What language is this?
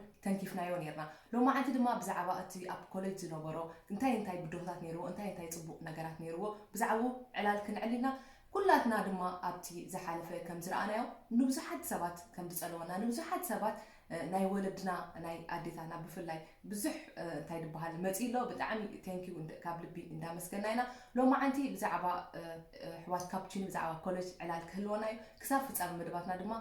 Tigrinya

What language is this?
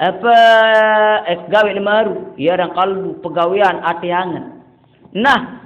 Sasak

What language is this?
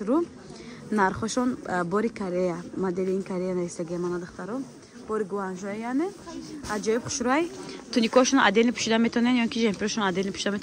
Tajik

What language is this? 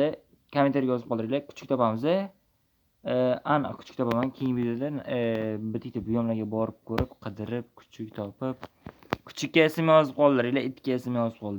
Uzbek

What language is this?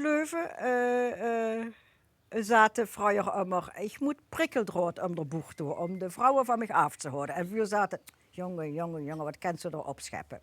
Limburgish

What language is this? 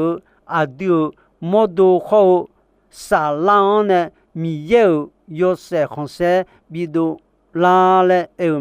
Akha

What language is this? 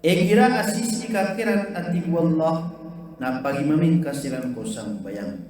Maranao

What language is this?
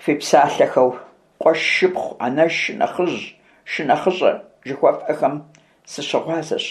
Kabardian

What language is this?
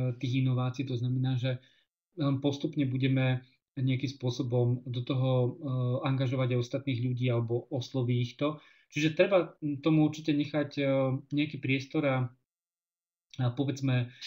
Slovak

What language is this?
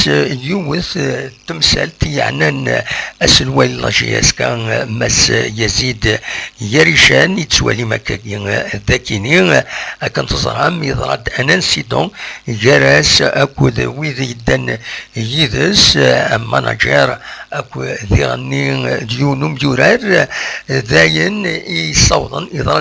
Kabyle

